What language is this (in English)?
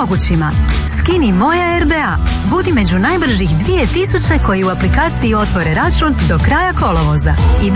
Croatian